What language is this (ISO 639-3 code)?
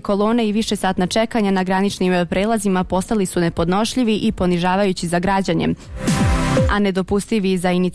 bos